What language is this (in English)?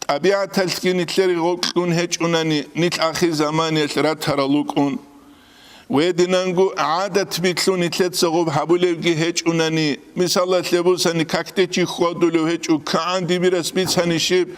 Avaric